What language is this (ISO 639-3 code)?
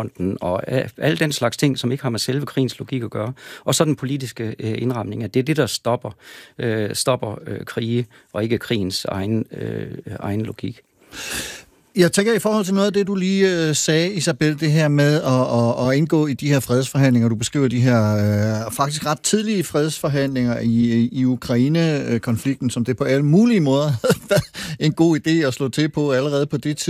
dan